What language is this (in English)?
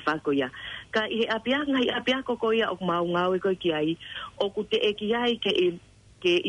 Tongan